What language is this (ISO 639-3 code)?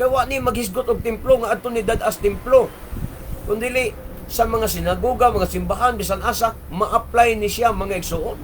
ceb